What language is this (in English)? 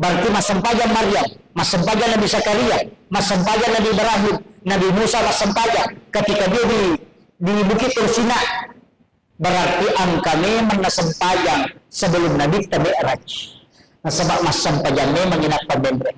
Buginese